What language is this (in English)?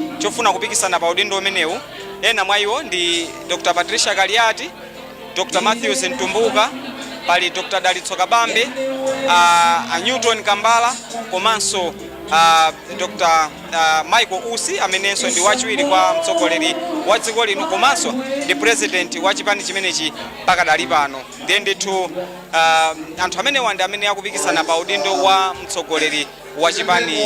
Nyanja